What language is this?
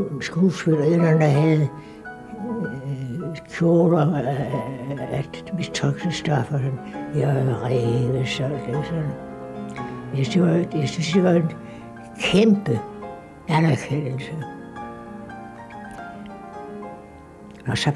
Danish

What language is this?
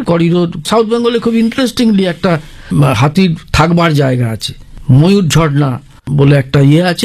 Bangla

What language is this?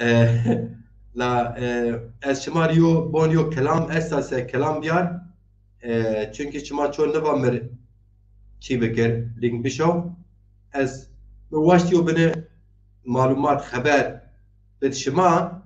Zaza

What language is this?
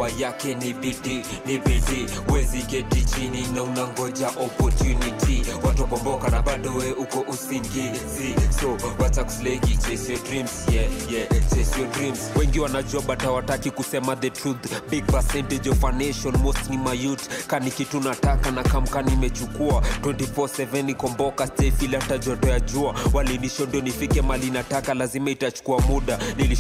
Swahili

